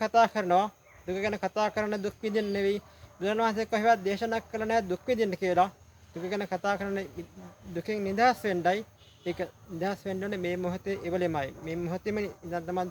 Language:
Sinhala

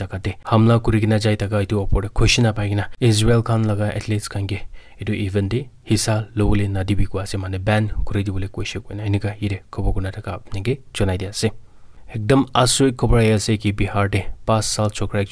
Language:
Naga Pidgin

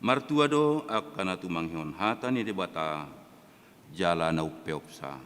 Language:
Batak Toba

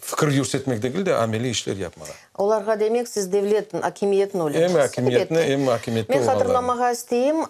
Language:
Crimean Tatar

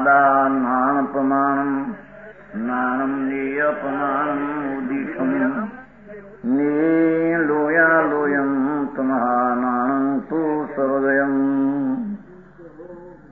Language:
Gujarati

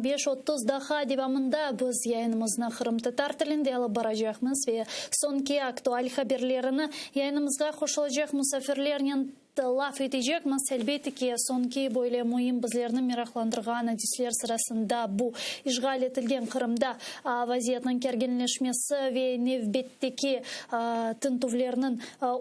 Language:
Crimean Tatar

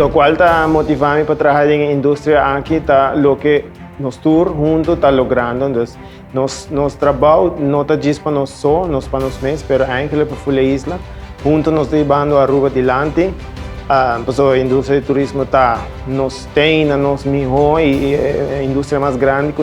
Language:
Papiamento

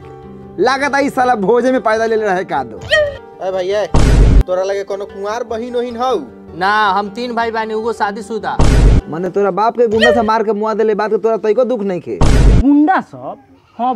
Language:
Bhojpuri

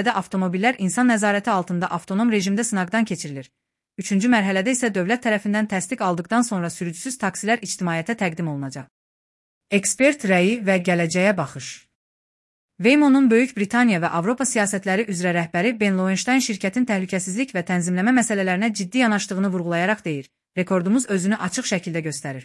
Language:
Azerbaijani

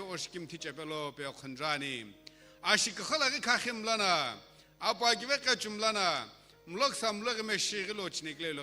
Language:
Sumi Naga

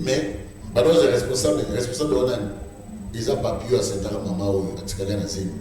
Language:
Lingala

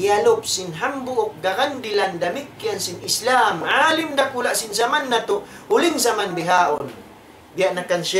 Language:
Tausug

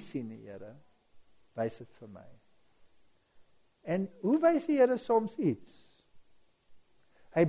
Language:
Afrikaans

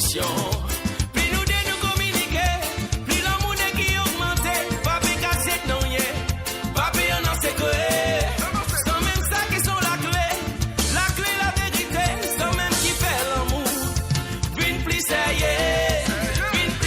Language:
Morisyen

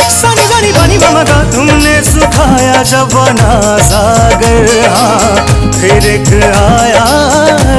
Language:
Bhojpuri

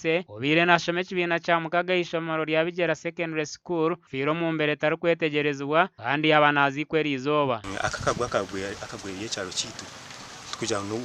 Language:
Nyankole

